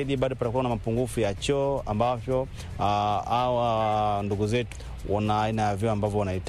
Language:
Swahili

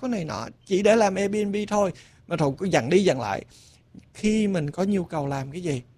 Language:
Vietnamese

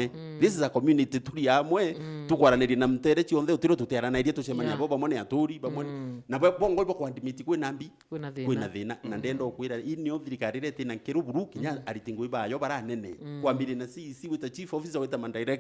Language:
Meru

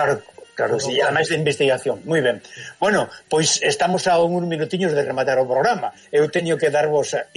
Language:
Galician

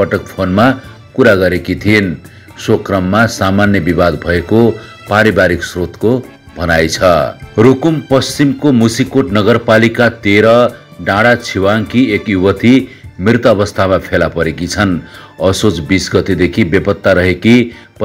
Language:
Nepali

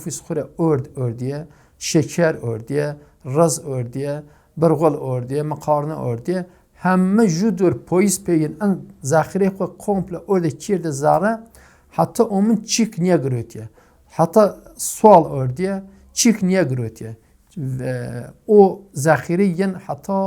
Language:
Zaza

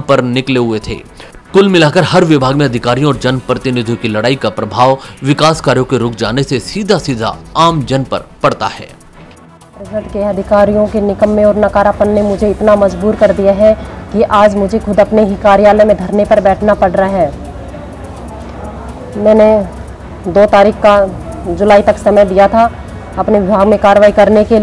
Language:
Hindi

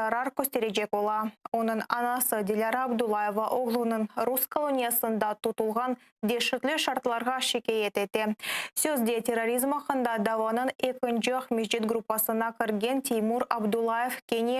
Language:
Crimean Tatar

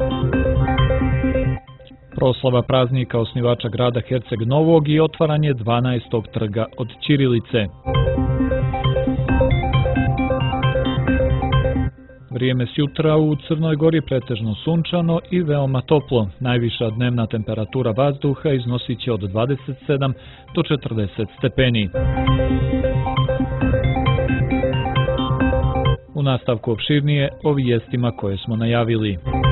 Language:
Serbian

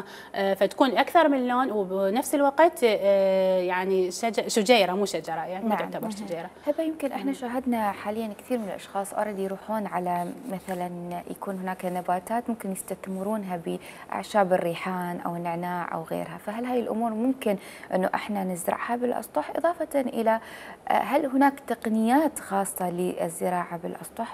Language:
Mesopotamian Arabic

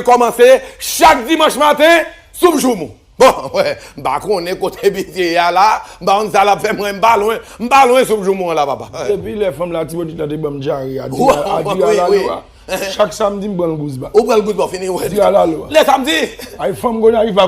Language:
Haitian Creole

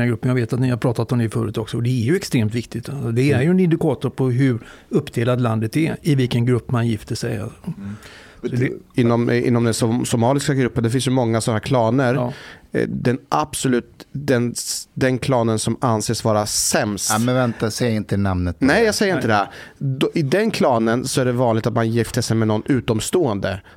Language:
Swedish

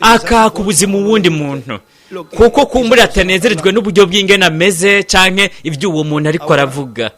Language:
Rundi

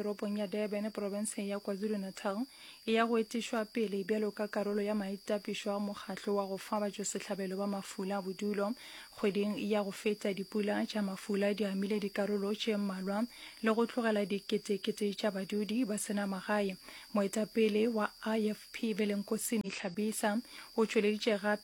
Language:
Northern Sotho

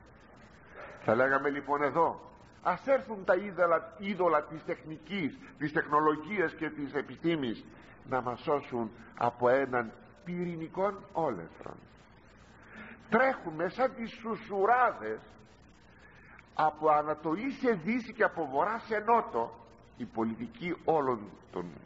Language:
Greek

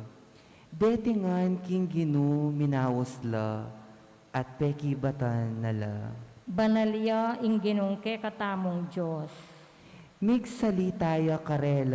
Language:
Pampanga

